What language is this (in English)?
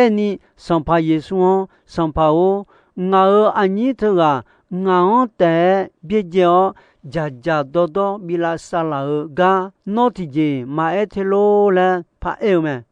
Akha